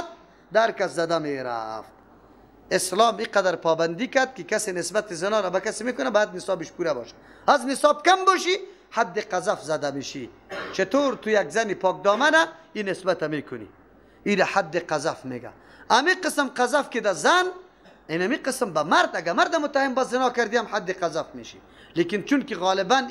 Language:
Persian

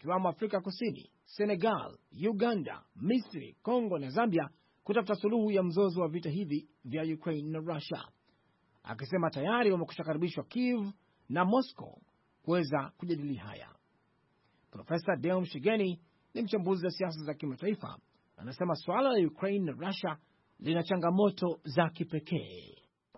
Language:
Swahili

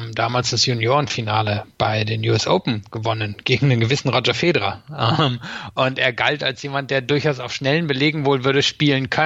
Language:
German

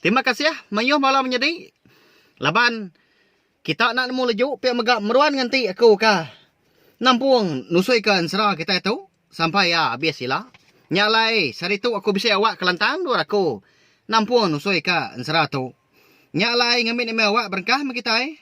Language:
Iban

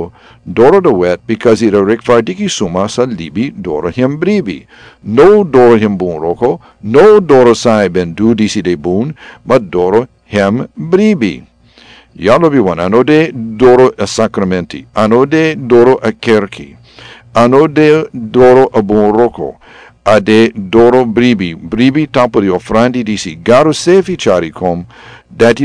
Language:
Sranan Tongo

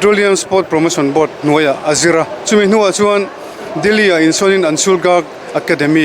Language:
Mizo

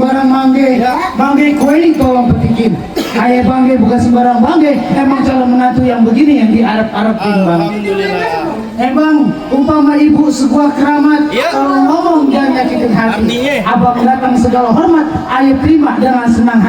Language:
Betawi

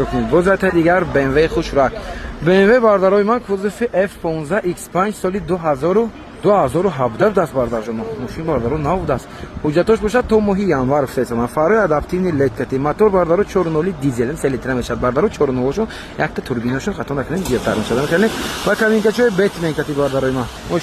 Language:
Tajik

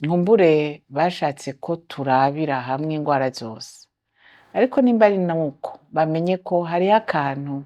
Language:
Rundi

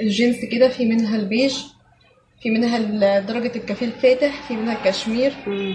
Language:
Egyptian Arabic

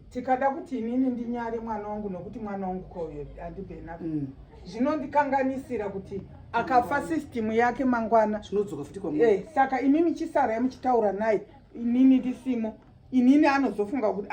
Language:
Shona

